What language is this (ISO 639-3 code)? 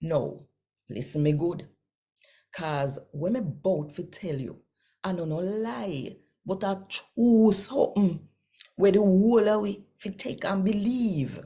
jam